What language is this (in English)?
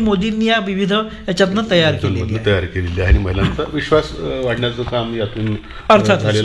Marathi